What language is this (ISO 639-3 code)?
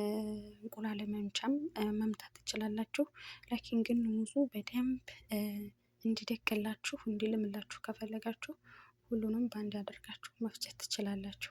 amh